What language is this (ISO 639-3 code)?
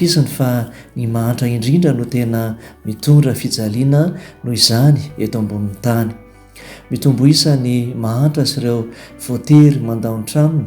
mlg